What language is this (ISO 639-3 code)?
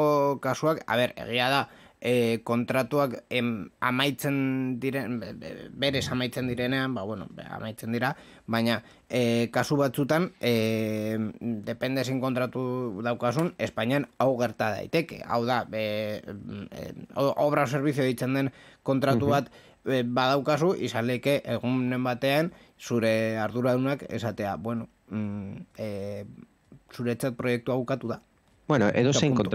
eus